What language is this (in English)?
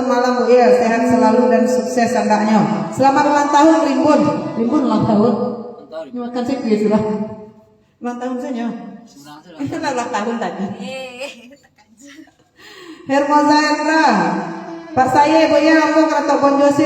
Minangkabau